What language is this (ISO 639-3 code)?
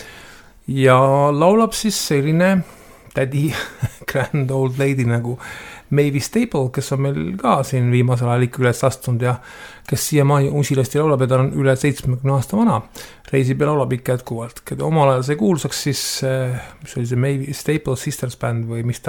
est